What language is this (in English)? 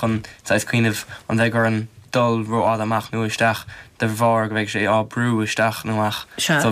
Irish